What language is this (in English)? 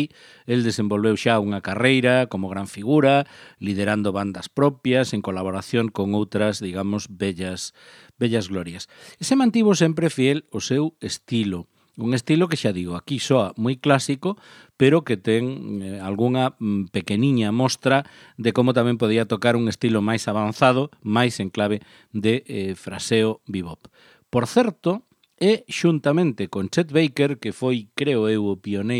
Galician